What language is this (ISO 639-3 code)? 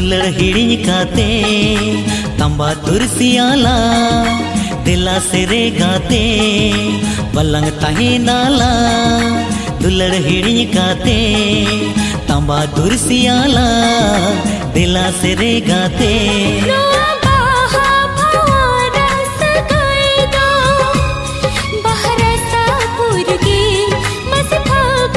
sat